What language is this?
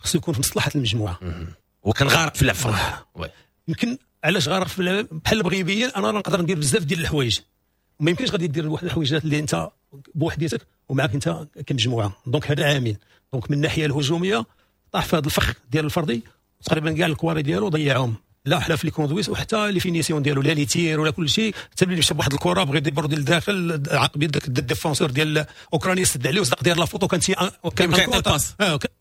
Moroccan Arabic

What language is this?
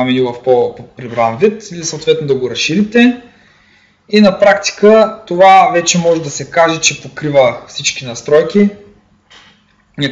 Bulgarian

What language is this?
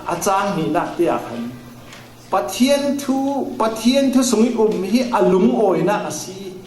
Falam Chin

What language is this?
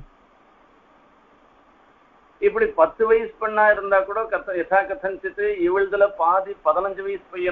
Tamil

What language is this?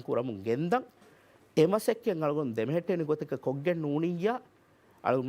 Divehi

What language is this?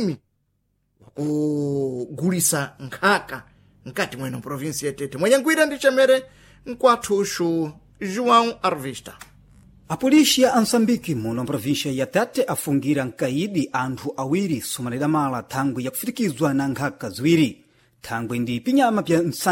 Sena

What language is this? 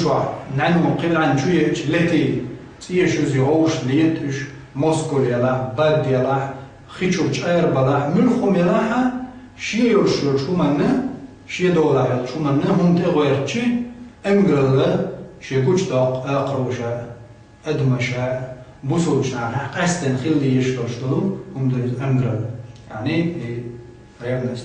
Chechen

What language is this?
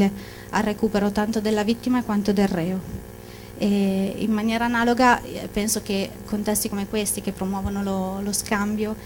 Italian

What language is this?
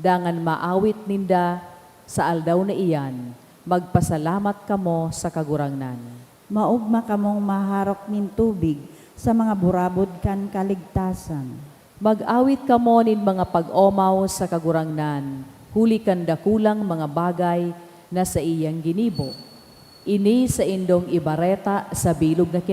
Bikol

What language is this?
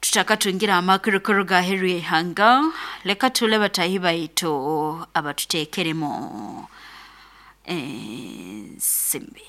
Nyoro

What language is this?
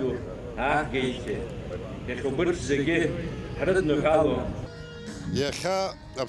Abkhazian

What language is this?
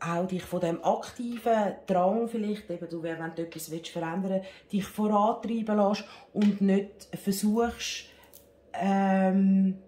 Swiss German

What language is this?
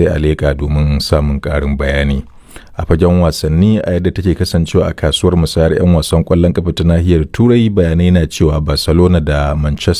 Hausa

